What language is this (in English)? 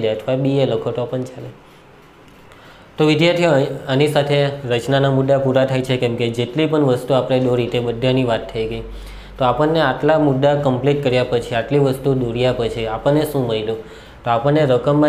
Gujarati